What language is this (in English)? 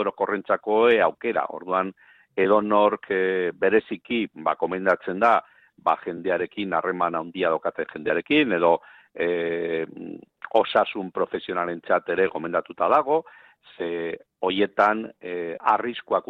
Basque